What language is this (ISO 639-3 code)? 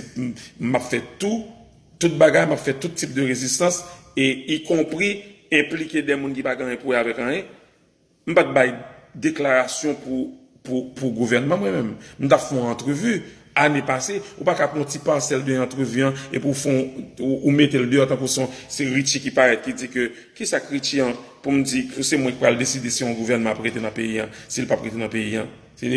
hat